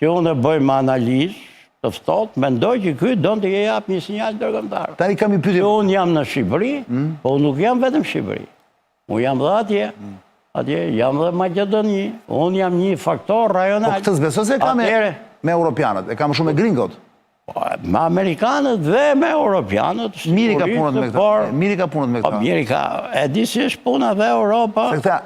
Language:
Albanian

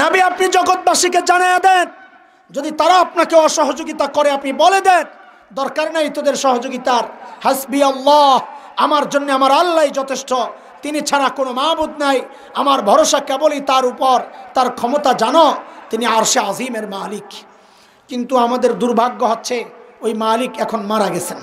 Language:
Sylheti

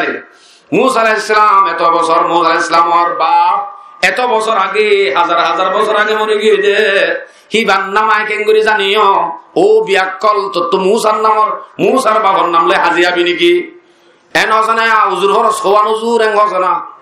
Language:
Rohingya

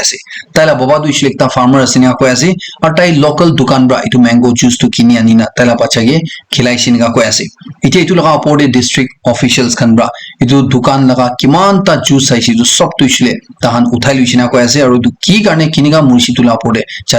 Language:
Naga Pidgin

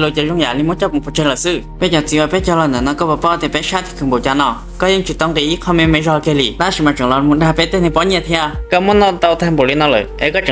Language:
Hmong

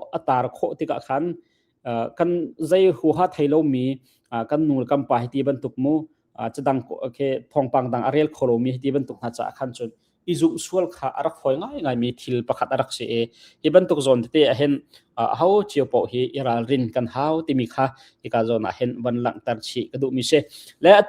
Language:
Hakha Chin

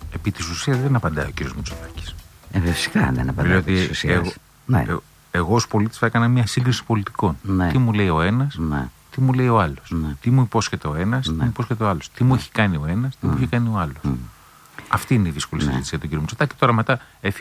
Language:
Greek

